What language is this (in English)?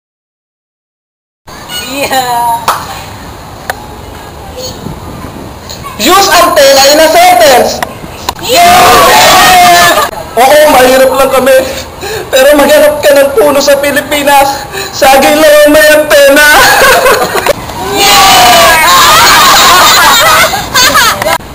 Filipino